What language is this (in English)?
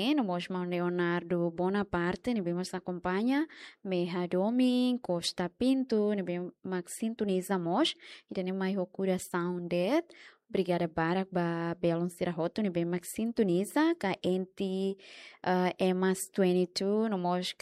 Tetum